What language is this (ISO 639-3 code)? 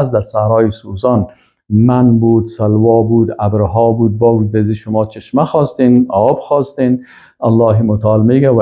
fas